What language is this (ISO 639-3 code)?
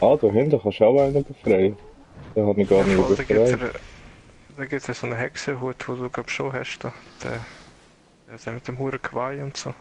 gsw